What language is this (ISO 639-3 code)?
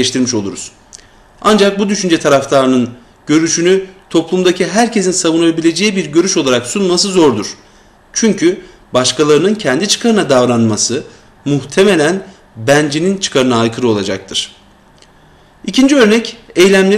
tur